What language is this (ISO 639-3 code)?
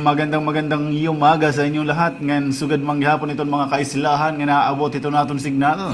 war